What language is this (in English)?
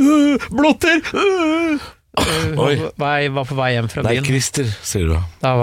Norwegian